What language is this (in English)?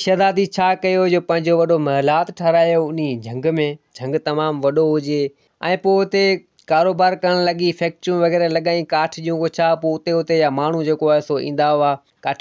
Sindhi